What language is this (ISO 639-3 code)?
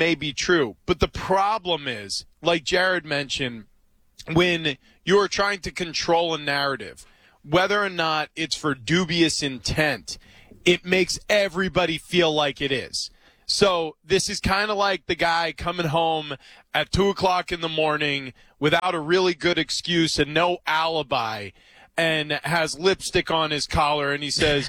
eng